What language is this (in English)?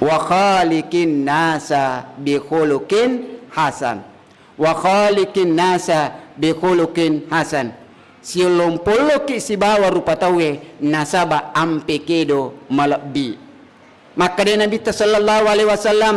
Buginese